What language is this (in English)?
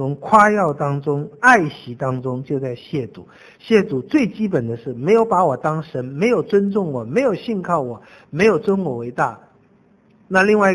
Chinese